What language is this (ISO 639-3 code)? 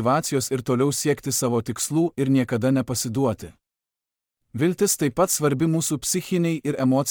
lit